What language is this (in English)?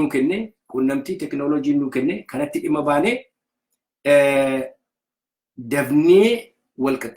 Oromo